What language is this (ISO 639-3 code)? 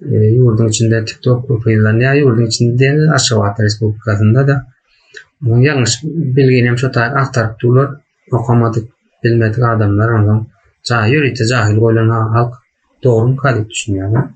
tuk